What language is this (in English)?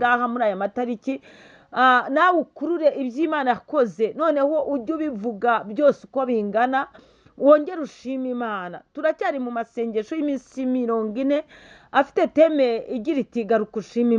Kinyarwanda